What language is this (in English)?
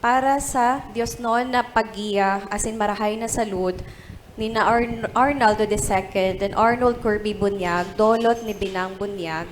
Bikol